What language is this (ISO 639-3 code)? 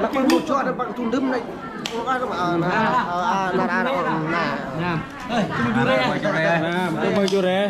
cmo